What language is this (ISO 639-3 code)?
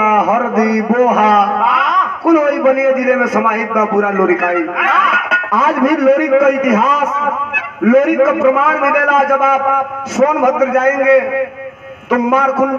bho